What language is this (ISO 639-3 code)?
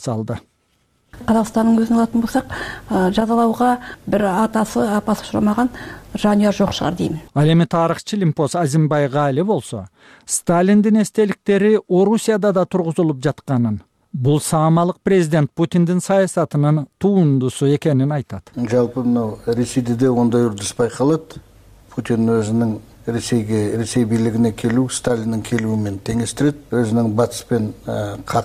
kir